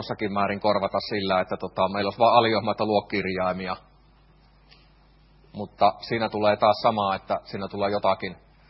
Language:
Finnish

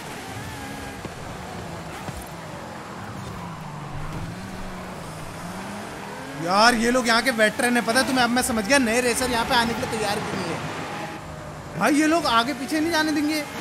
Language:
Hindi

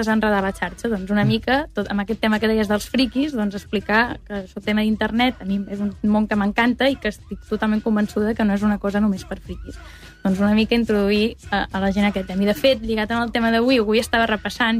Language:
Catalan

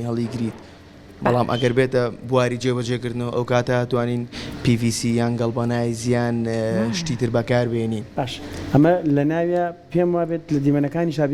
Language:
Central Kurdish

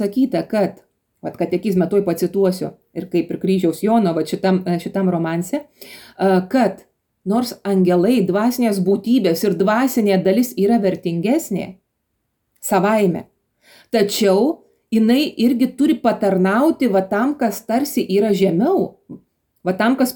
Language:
Lithuanian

